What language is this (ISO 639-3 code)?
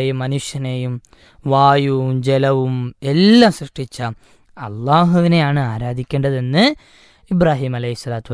mal